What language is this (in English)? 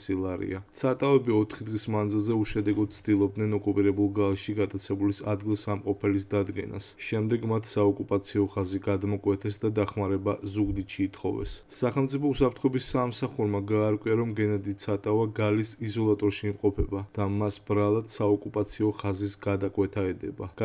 Georgian